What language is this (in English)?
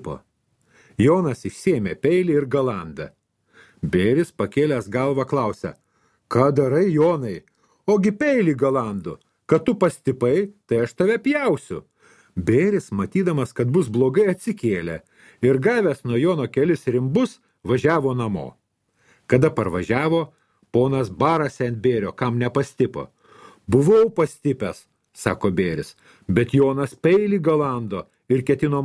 Lithuanian